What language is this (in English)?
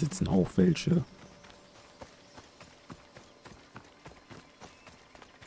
German